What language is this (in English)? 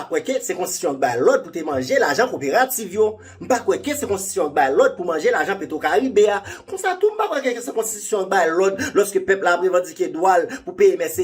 Haitian Creole